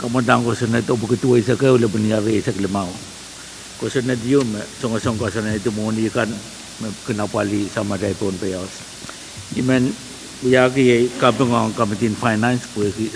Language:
Pohnpeian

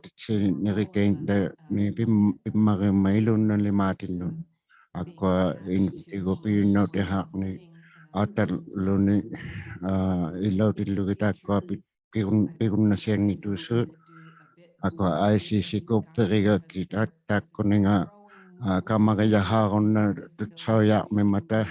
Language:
Inuktitut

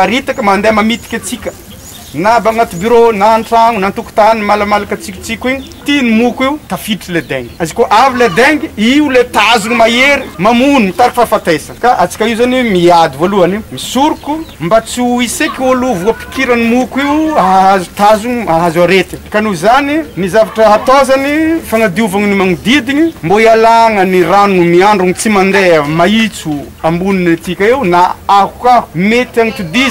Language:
Malagasy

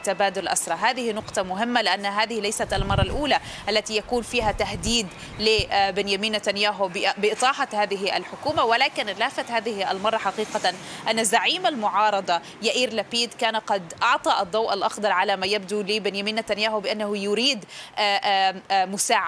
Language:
Arabic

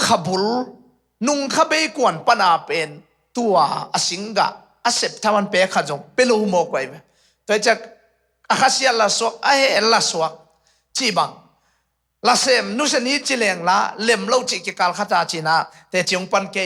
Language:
Tedim Chin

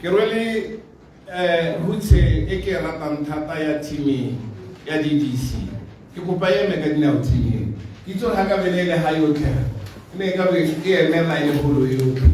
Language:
Tswana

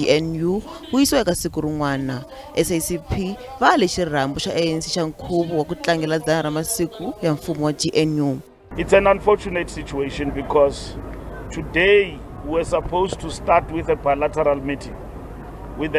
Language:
Tsonga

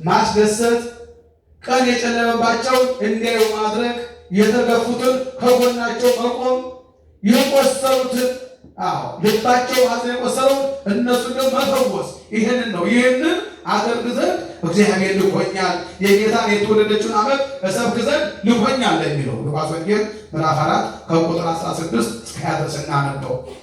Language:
Amharic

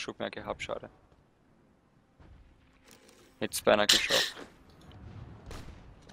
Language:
German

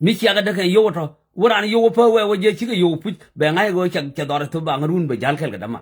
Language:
Nuer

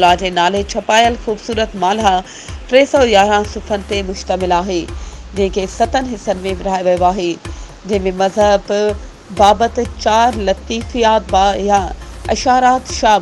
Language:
Sindhi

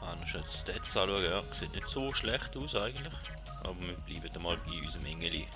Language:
Swiss German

